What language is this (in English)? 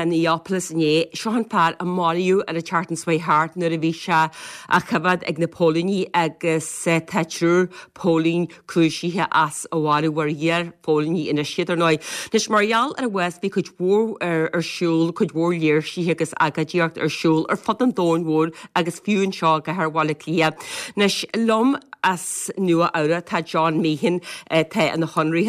Irish